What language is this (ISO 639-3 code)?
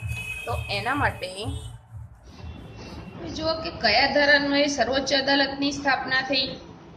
guj